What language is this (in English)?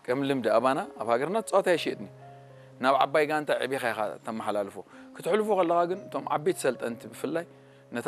Tigrinya